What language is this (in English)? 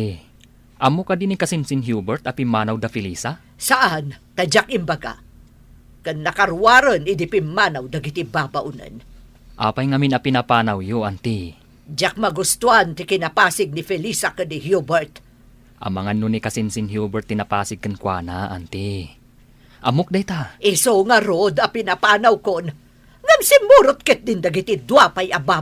Iloko